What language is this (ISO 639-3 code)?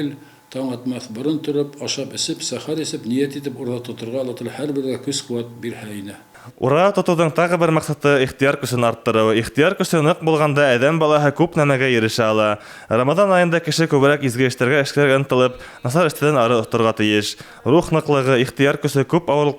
bak